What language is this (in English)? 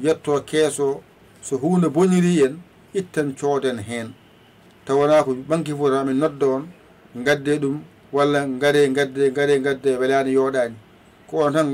Fula